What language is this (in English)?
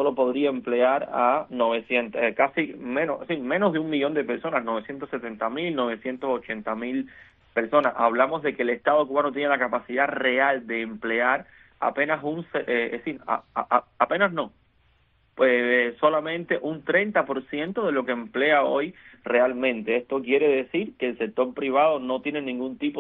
Spanish